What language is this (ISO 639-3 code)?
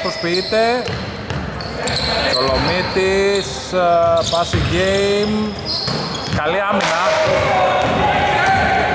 ell